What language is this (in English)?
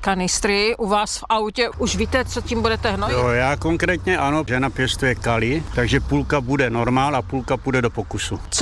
Czech